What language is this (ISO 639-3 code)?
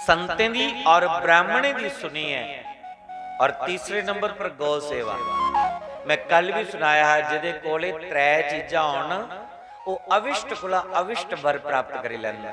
doi